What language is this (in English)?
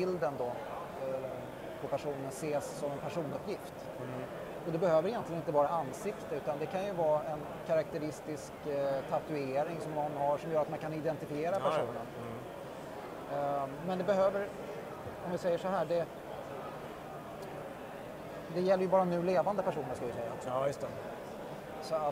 Swedish